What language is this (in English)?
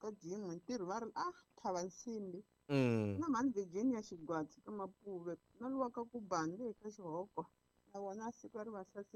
Tsonga